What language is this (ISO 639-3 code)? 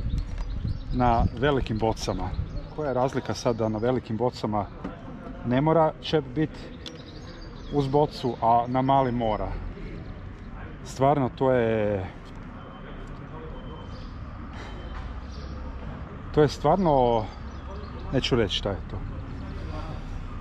hrv